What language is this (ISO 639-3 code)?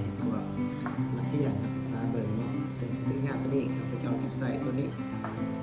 lao